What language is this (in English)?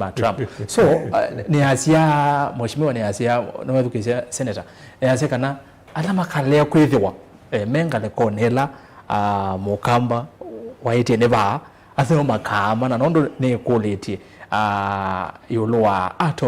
Kamba